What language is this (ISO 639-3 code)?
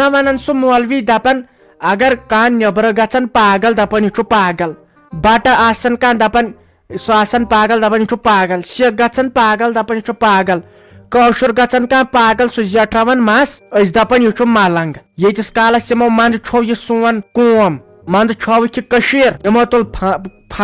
kas